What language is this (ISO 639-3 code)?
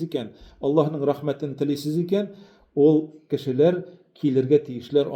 tat